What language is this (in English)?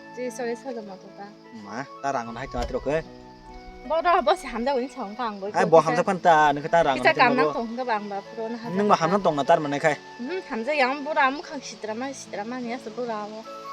Kok Borok